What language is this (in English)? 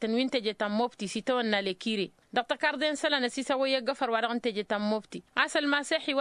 Tamasheq